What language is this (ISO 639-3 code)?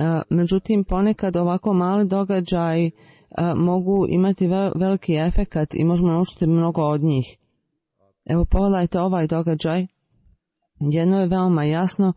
bos